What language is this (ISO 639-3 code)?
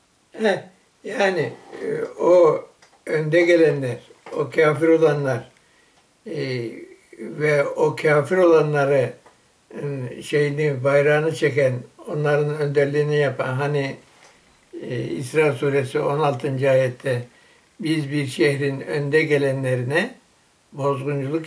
tur